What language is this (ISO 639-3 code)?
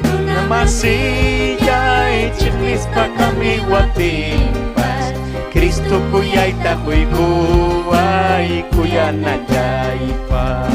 quy